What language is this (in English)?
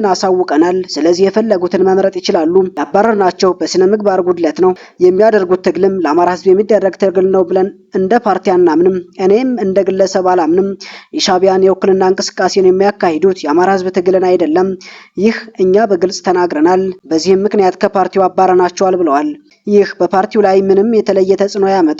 Amharic